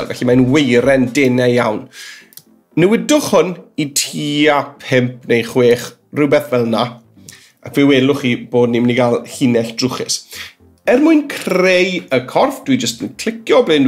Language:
Welsh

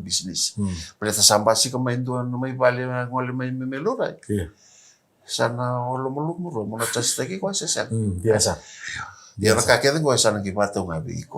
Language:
Fijian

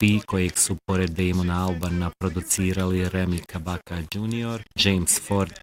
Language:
Bosnian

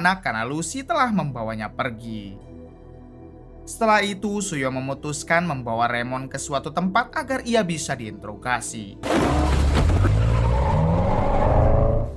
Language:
Indonesian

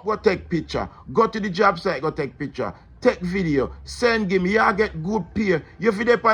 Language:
Jamaican Creole English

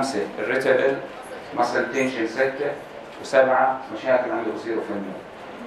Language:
North Levantine Arabic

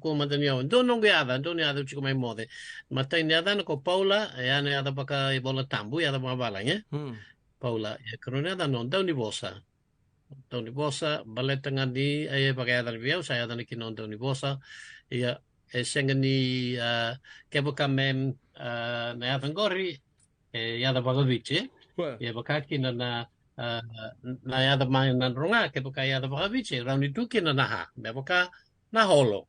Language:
Fijian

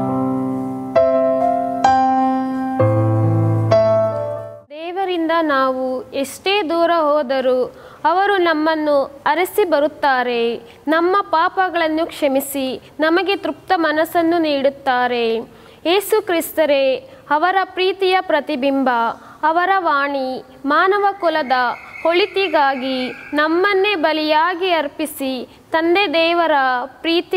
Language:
Kannada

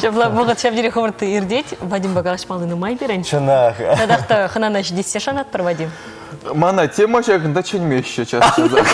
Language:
Chuvash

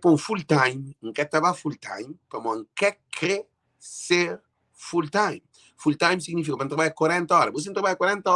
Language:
Kabuverdianu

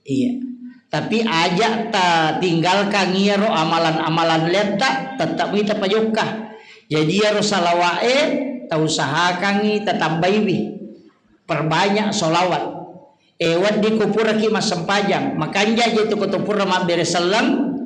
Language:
Buginese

